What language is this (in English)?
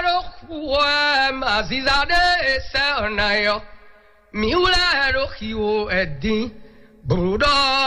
Fon